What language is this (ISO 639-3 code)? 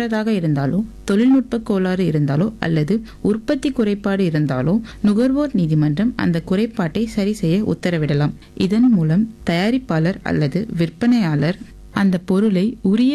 tam